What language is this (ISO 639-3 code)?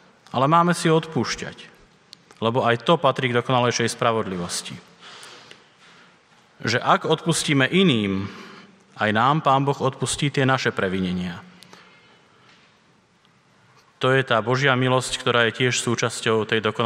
slk